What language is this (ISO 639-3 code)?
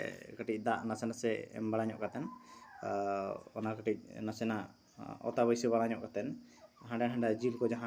sat